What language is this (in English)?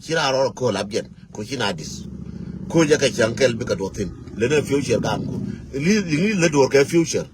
Nuer